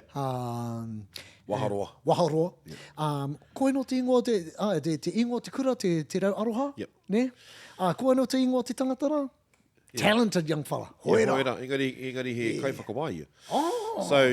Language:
Māori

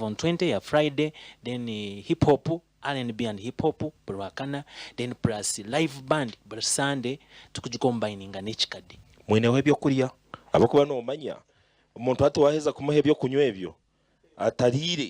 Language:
Nyankole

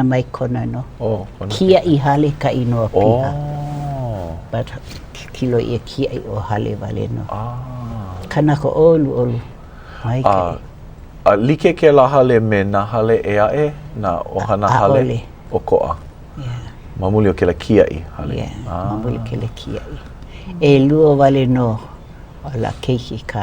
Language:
Hawaiian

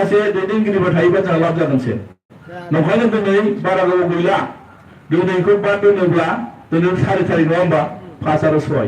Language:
Bodo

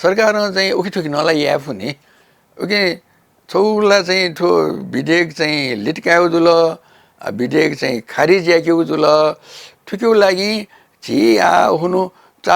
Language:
Newari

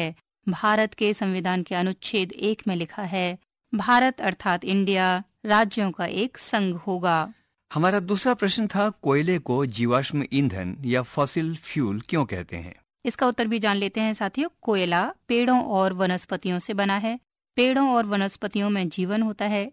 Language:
Hindi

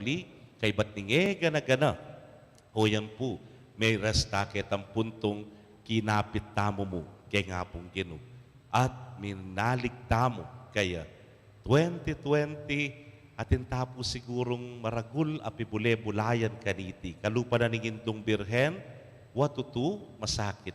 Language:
Pampanga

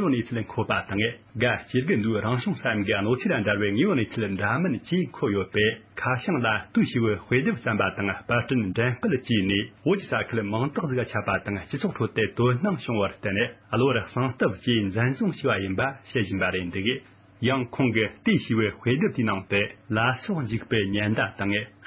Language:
Tibetan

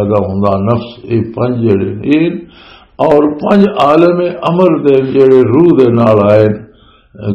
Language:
Western Panjabi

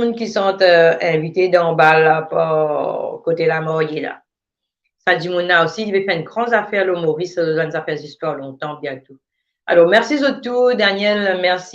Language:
Morisyen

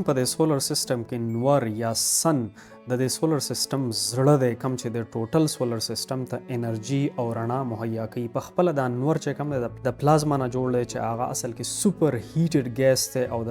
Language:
Pashto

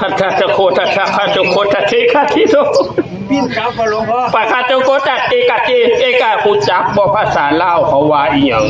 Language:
Northeastern Thai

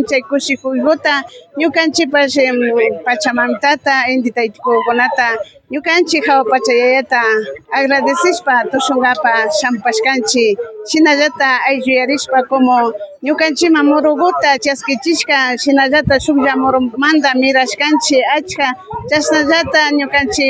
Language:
Imbabura Highland Quichua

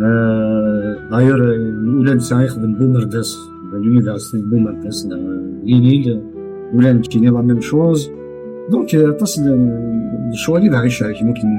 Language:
Kabyle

